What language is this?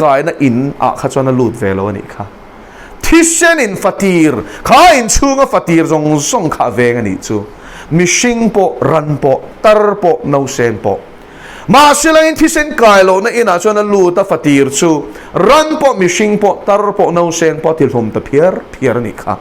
Mizo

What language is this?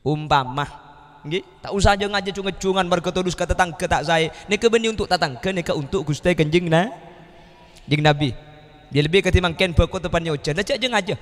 Madurese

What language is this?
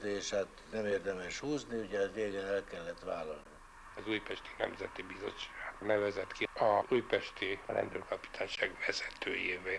Hungarian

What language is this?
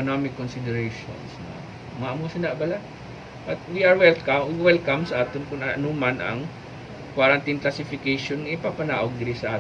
Hiligaynon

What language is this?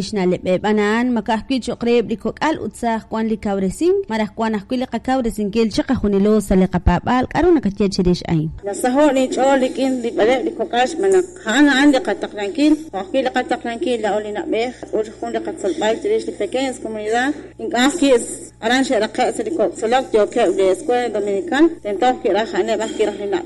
Kekchí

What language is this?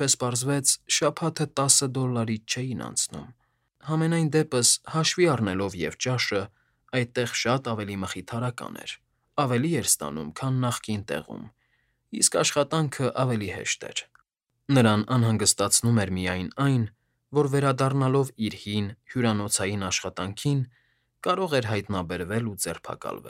Armenian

